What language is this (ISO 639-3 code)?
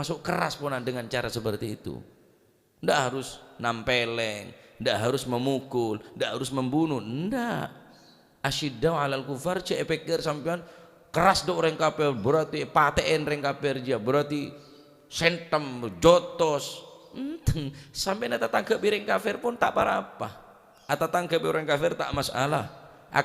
mad